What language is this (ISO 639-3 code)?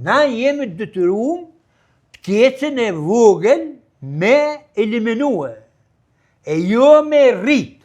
sqi